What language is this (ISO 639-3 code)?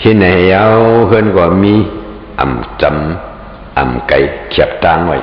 shn